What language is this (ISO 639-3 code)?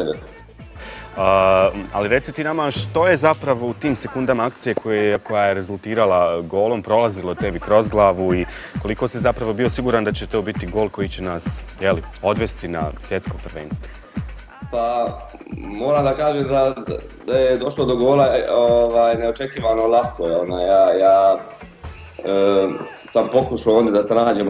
bos